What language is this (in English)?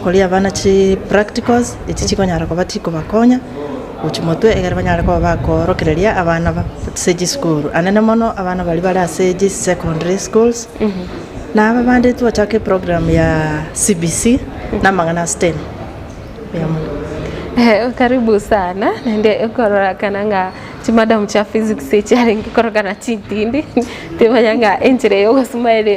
Gusii